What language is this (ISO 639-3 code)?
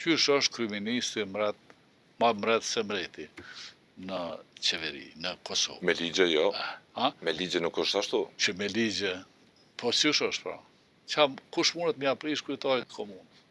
sqi